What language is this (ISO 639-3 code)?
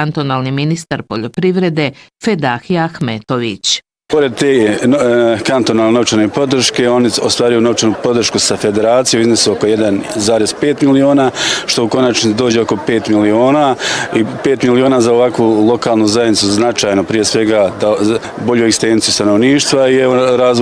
bos